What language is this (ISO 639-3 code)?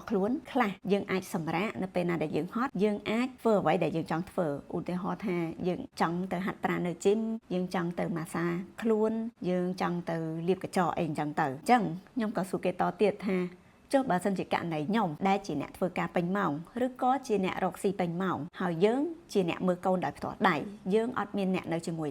khm